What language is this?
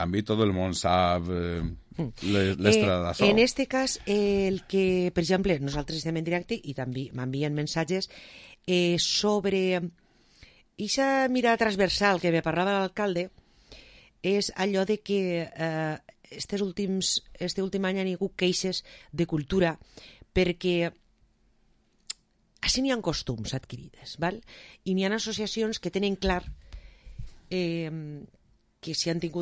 Catalan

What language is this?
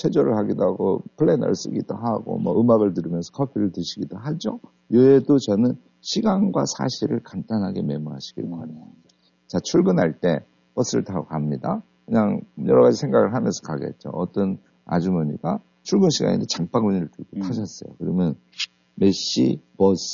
Korean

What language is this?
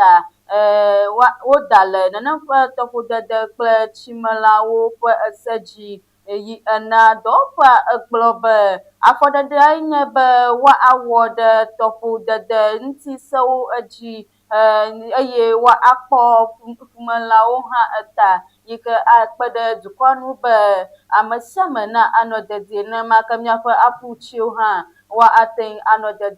Ewe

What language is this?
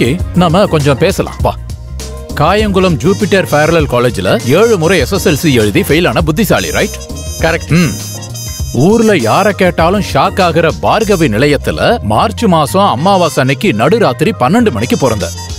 Tamil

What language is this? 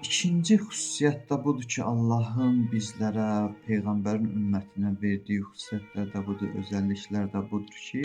Azerbaijani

